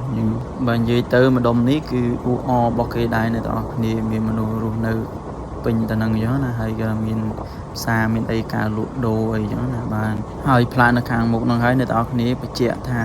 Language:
Khmer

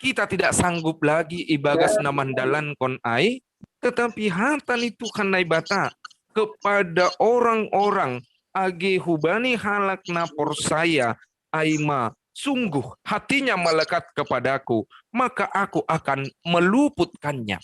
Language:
Batak Simalungun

